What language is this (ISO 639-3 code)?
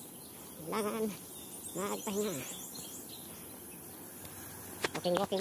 fil